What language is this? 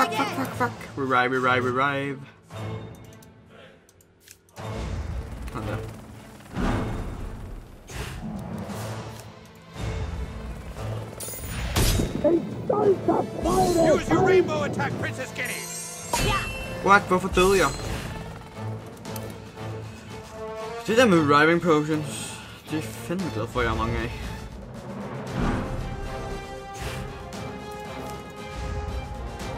Danish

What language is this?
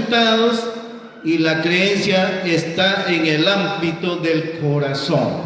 Kekchí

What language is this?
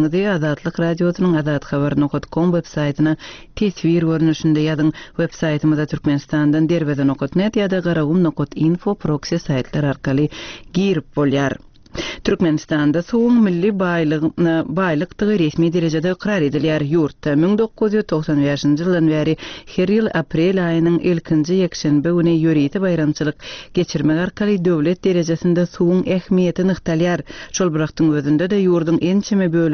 Turkmen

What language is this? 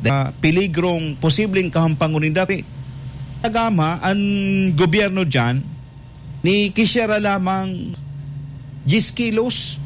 Bikol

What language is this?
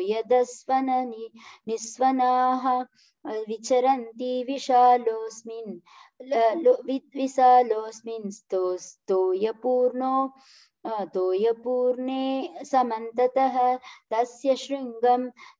Sanskrit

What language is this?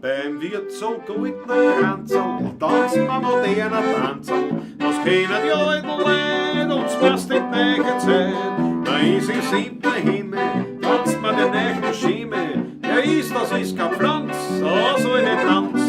Bavarian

